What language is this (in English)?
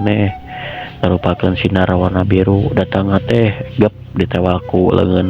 Sundanese